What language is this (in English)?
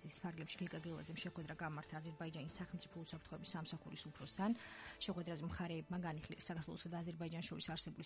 Georgian